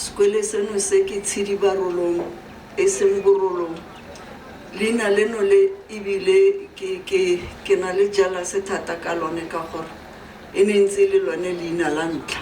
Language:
Tswana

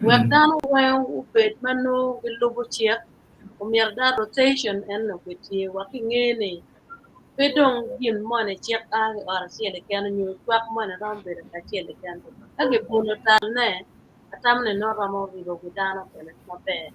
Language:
Acoli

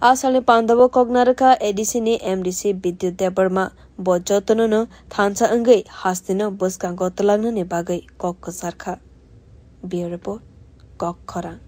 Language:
Kok Borok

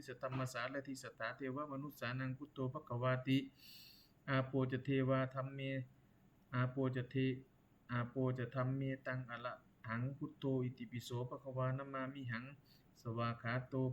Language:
Pali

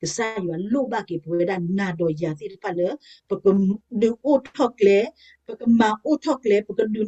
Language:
S'gaw Karen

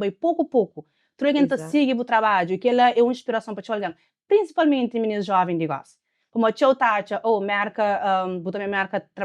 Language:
Kabuverdianu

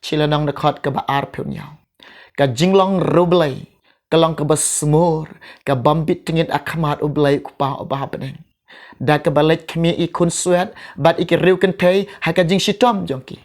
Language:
Khasi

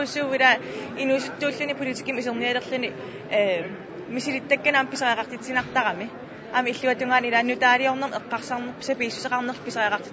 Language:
Kalaallisut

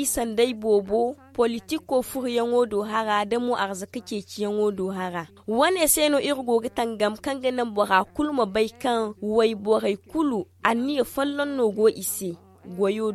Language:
Zarma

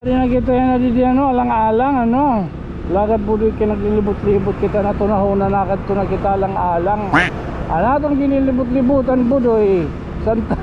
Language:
Waray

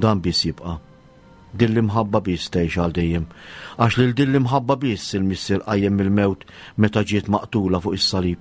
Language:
Maltese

